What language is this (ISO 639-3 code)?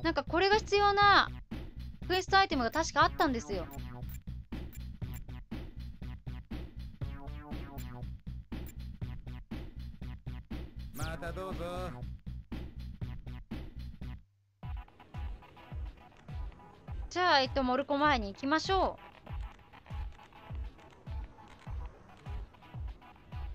jpn